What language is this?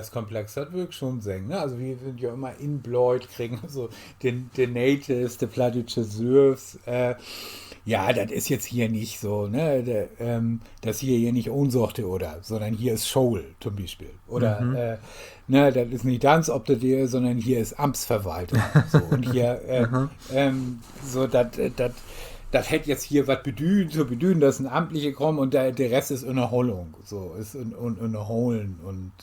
Low German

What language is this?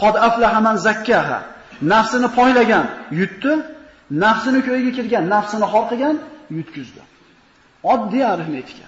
Uzbek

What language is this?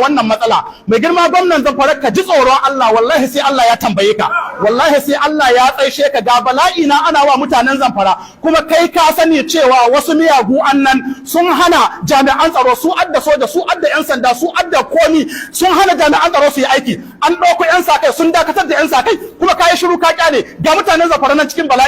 Hausa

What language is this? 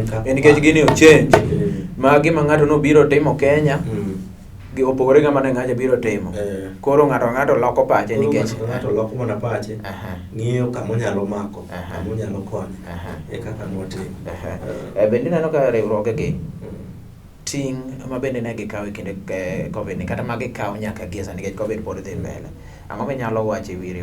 Luo (Kenya and Tanzania)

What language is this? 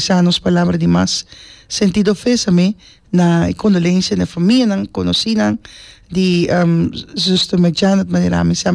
Papiamento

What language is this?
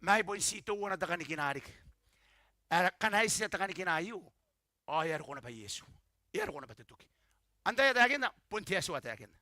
Gilbertese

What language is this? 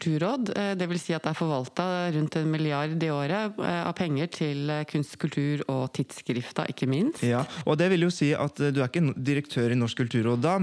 Norwegian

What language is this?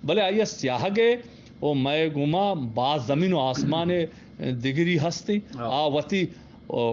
Eastern Balochi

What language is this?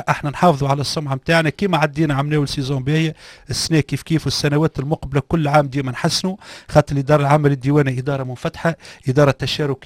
Tunisian Arabic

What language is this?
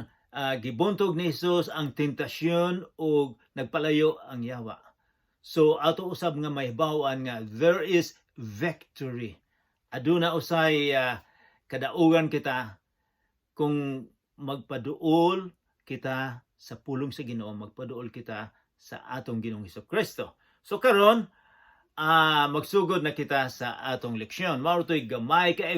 Cebuano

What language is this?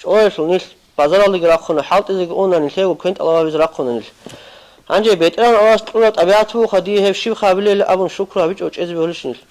Avaric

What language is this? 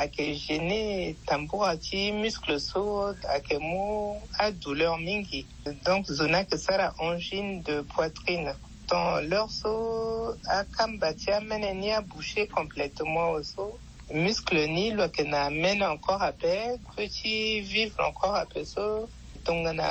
Sango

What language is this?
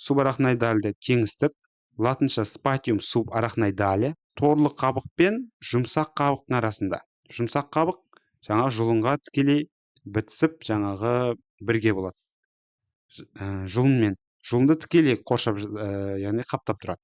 Kazakh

